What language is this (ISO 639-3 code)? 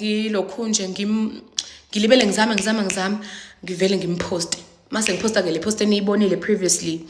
zul